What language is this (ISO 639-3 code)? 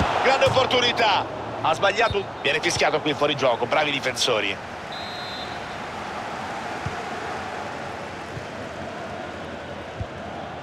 ita